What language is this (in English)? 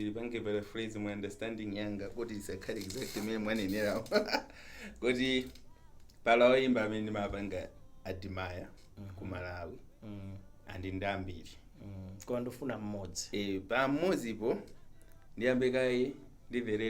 Nyanja